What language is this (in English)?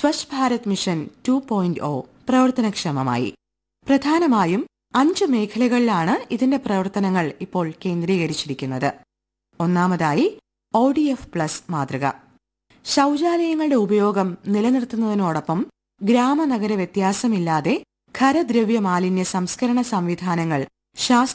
Malayalam